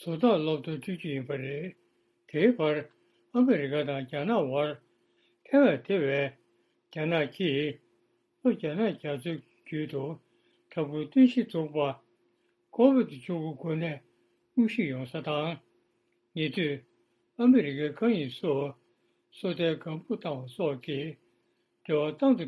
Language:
Tibetan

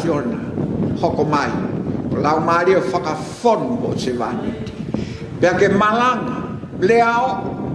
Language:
Tongan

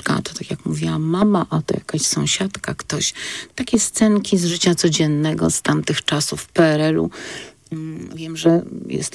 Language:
Polish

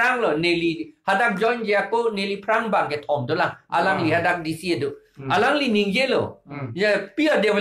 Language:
Karbi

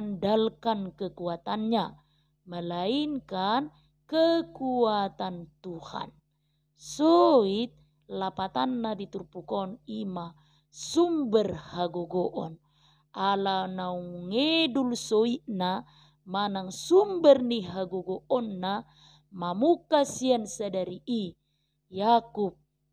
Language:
Batak Toba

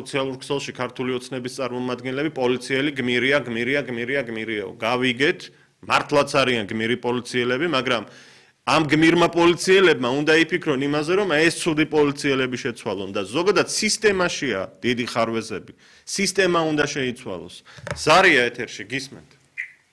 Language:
Georgian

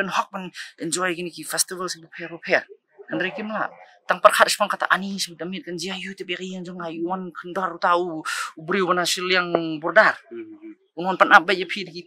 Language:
Khasi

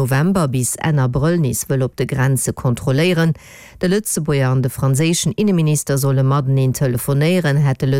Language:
Luxembourgish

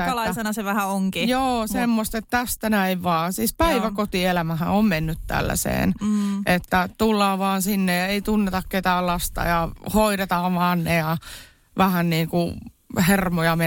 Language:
Finnish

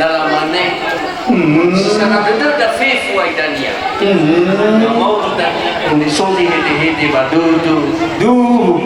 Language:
Nias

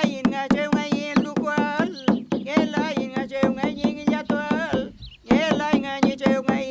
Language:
Mapuche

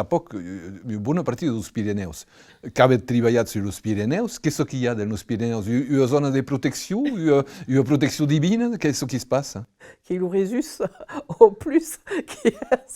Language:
Occitan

